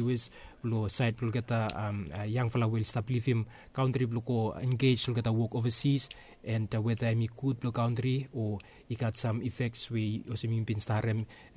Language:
Bislama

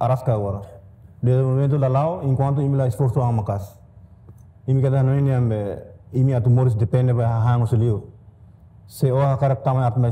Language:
Tetum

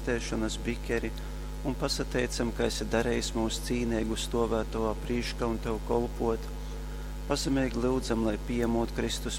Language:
Latgalian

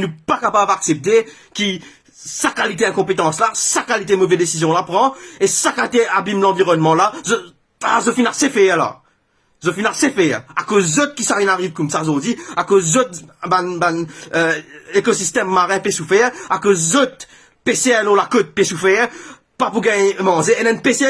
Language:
Morisyen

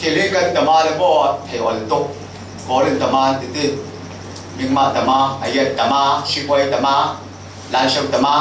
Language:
Falam Chin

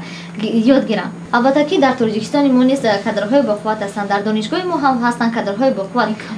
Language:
Tajik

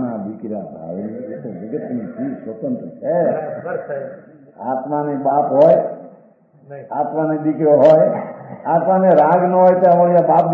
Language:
Gujarati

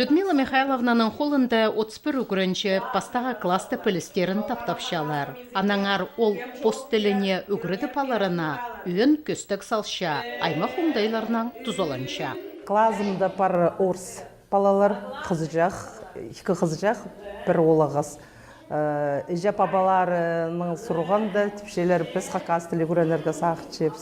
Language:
Khakas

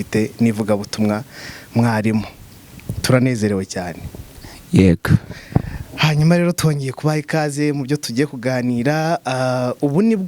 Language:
Kinyarwanda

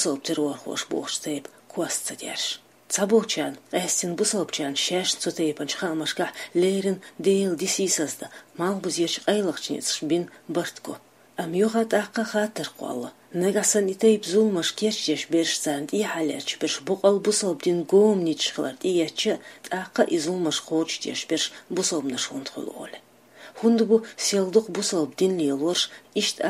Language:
Chechen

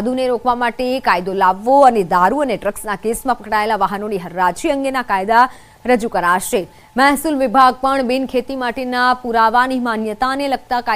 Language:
Gujarati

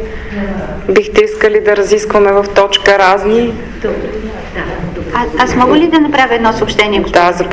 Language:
Bulgarian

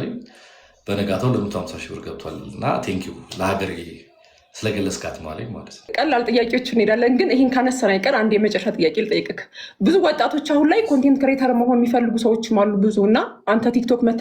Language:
Amharic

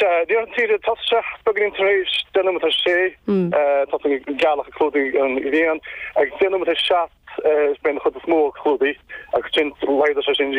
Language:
Irish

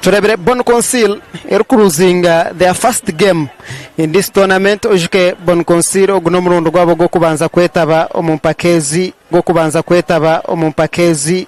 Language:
Nyankole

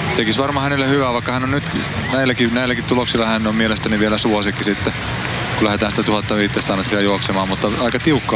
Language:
Finnish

